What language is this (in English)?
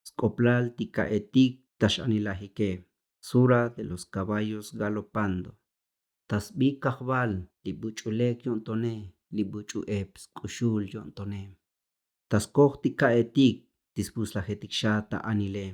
Tzotzil